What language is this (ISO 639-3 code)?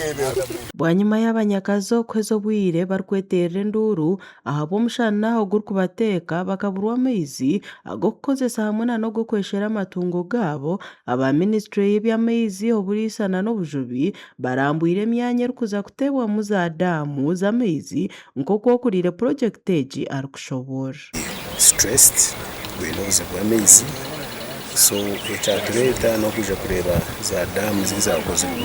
nyn